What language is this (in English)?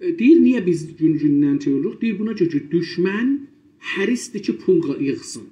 South Azerbaijani